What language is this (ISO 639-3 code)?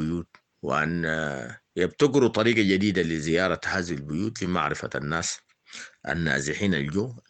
apd